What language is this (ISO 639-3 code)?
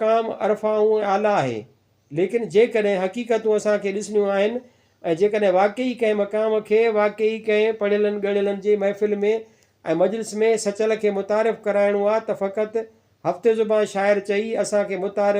snd